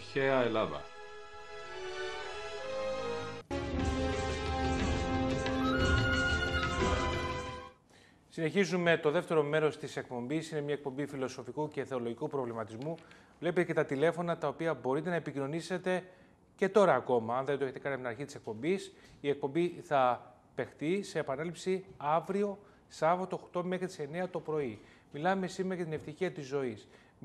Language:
Greek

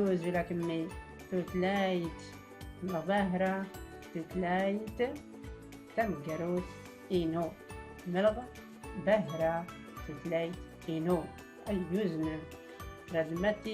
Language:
Tachelhit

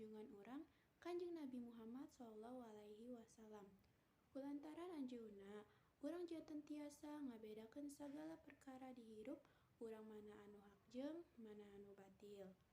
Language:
Sundanese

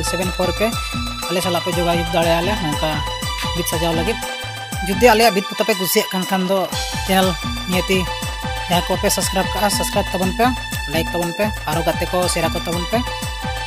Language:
Santali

